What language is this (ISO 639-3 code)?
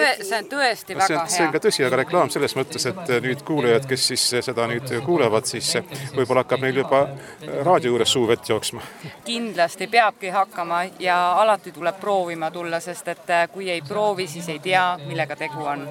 est